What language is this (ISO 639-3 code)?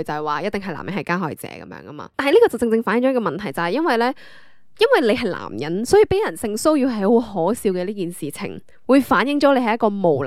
yue